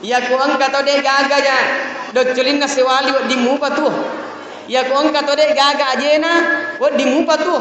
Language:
Buginese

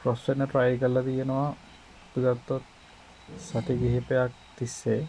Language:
Sinhala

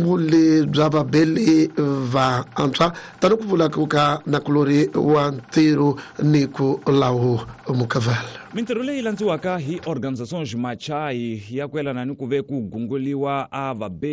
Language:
Tsonga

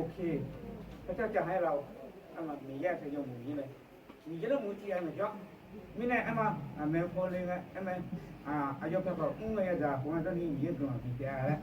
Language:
Akha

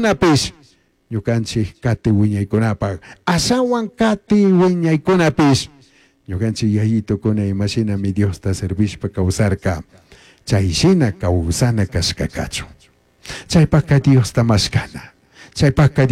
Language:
Chimborazo Highland Quichua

